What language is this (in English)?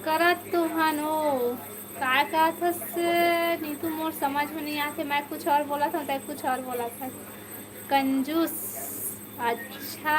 Chhattisgarhi